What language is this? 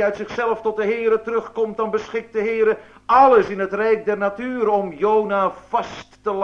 Dutch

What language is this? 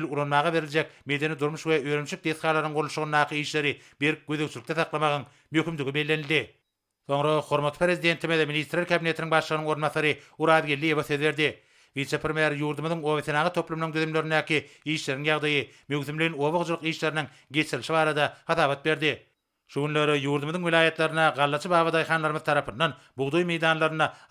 Turkmen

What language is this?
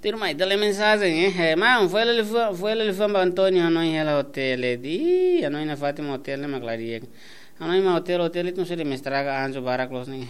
Tetum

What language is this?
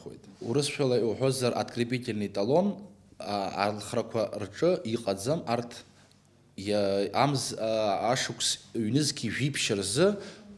Abkhazian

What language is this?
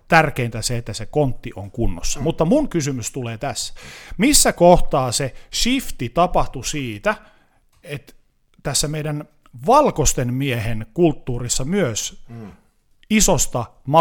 Finnish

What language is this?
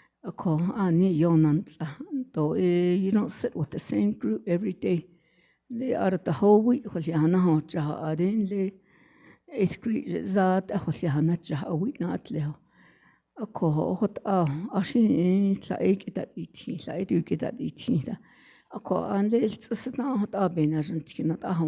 Navajo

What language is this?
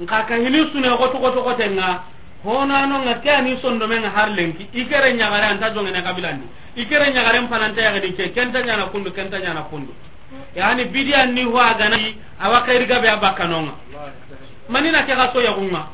Soninke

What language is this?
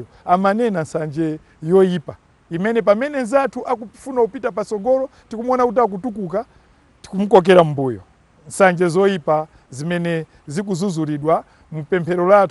Nyanja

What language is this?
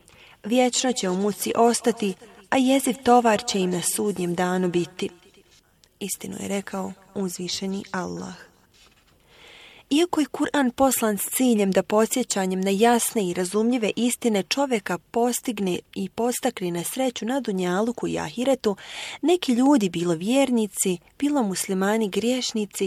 Bosnian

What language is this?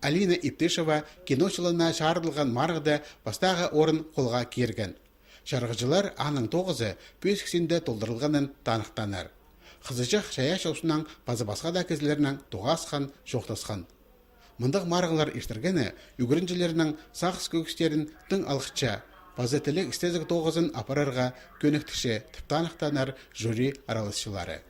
Khakas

